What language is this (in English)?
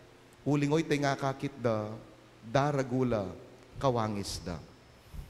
Pampanga